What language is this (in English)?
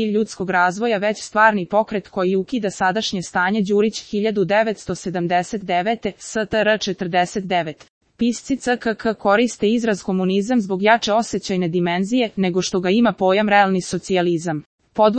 Serbian